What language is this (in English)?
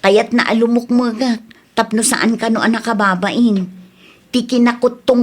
Iloko